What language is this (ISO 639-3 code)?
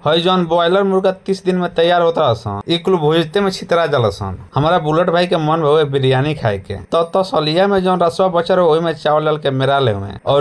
bho